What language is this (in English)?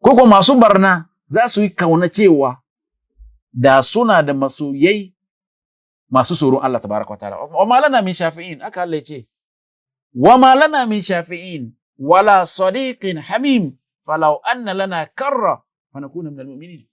Hausa